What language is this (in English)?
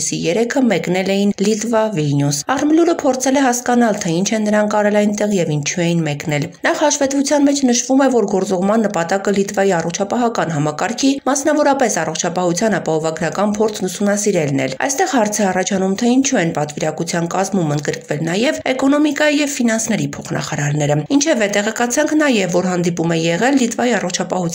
Armenian